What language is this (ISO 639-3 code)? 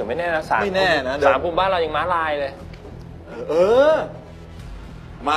tha